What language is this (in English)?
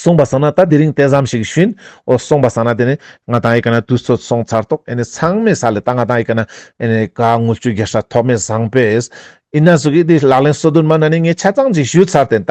Ladakhi